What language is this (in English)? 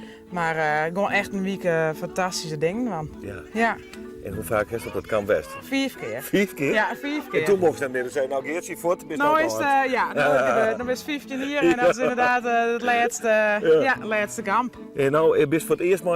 Western Frisian